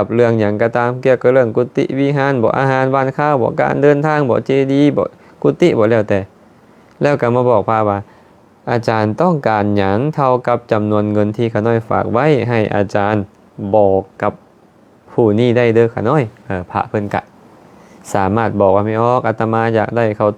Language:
Lao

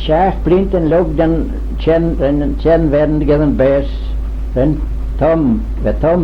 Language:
Manx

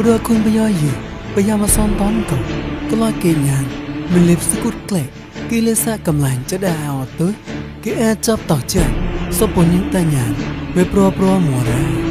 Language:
Mon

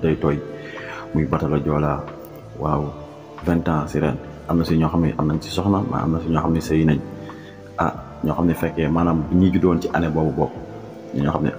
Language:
Wolof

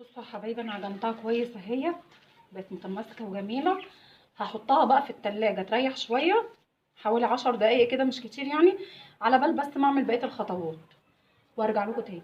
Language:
Egyptian Arabic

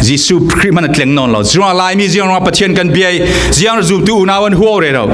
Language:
Falam Chin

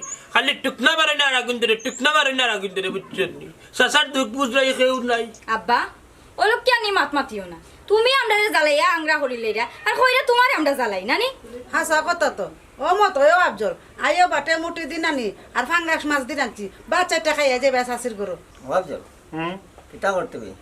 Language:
Sylheti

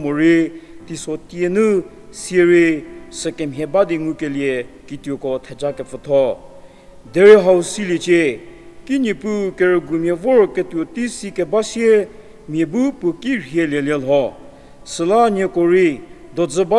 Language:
Angami Naga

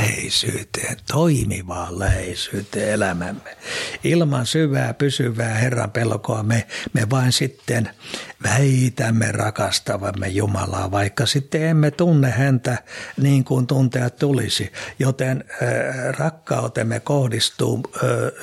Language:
Finnish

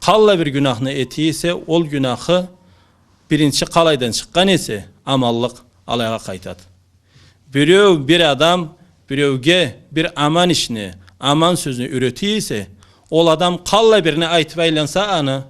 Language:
Karachay-Balkar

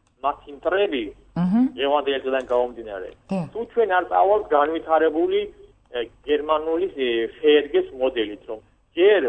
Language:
Georgian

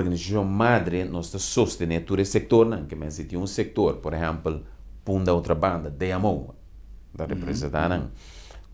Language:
Papiamento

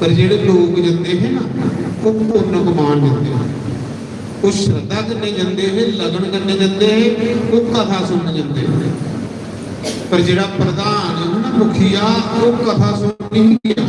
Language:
Dogri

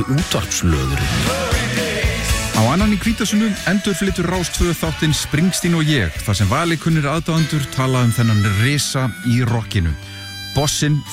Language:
Icelandic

